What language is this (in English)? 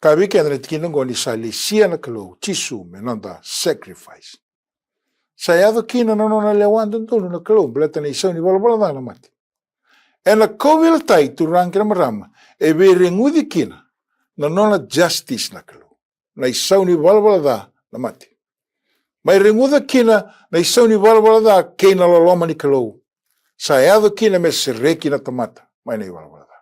Fijian